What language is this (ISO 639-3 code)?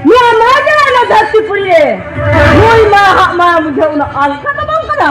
sat